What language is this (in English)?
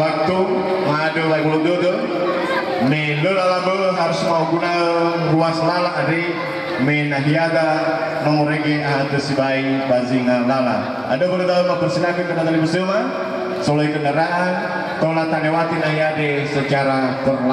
Nias